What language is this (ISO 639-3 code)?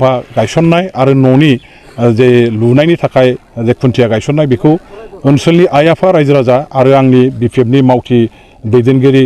brx